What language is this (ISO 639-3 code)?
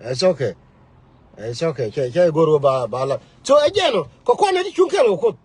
nus